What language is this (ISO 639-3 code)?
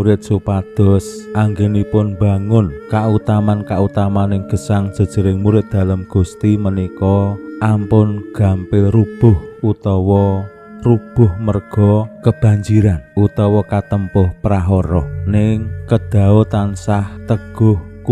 jav